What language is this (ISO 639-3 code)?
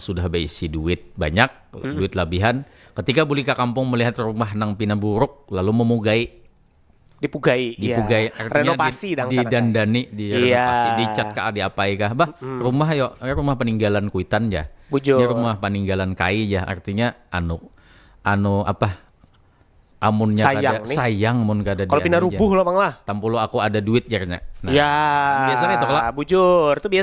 bjn